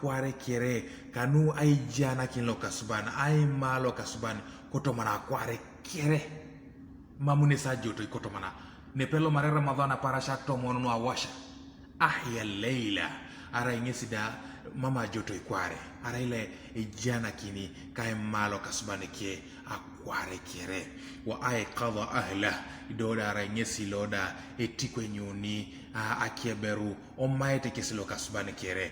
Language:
Teso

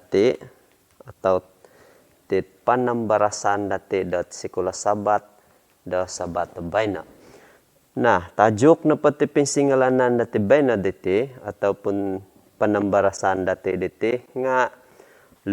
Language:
Central Dusun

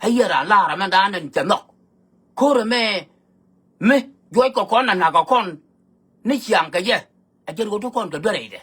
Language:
Nuer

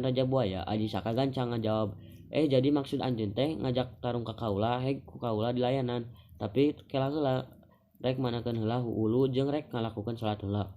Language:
Sundanese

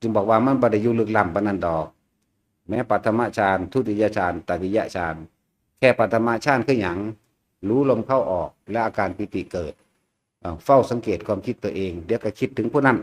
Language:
Northeastern Thai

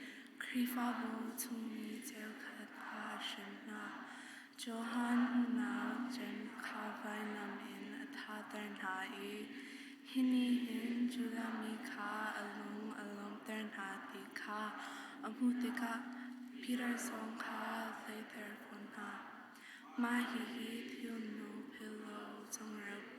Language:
Hakha Chin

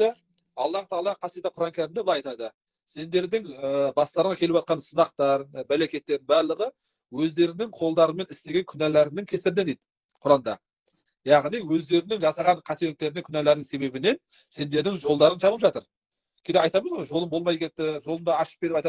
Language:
Kazakh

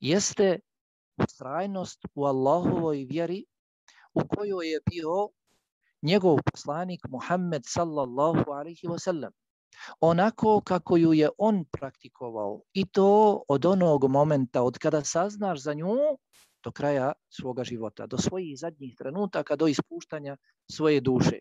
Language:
Bosnian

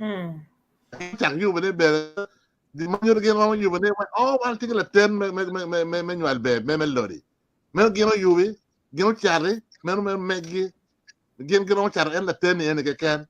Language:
Acoli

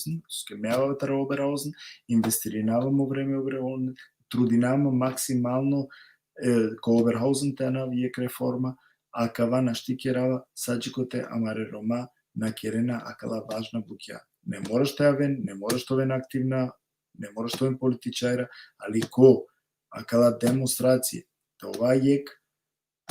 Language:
Balkan Romani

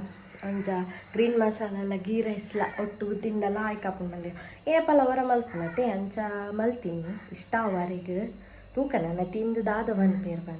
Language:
Tulu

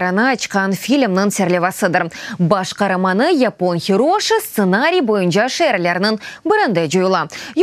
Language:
Crimean Tatar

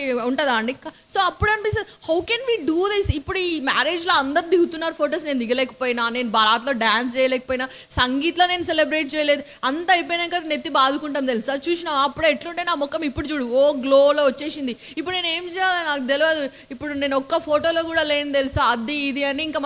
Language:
Telugu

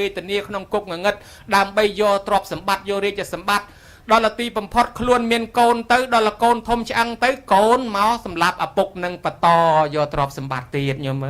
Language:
Khmer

